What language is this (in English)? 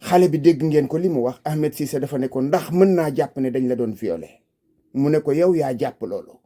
Wolof